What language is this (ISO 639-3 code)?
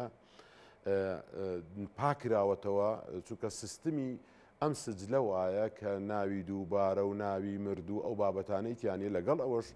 ckb